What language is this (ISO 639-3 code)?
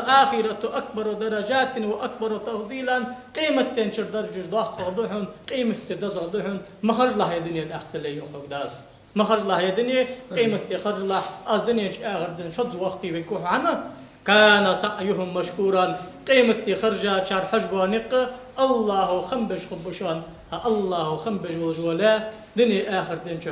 inh